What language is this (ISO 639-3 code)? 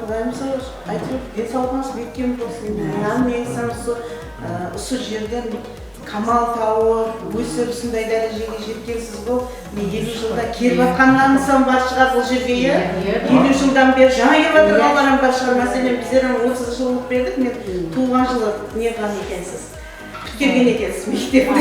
kaa